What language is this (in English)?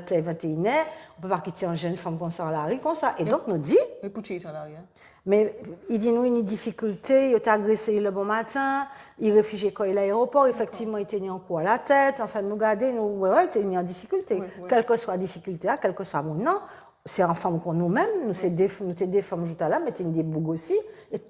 Guadeloupean Creole French